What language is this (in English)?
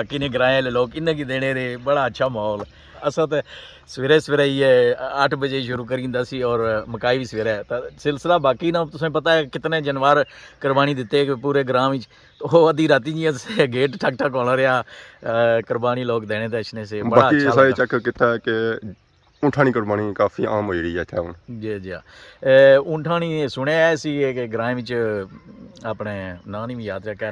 Pahari-Potwari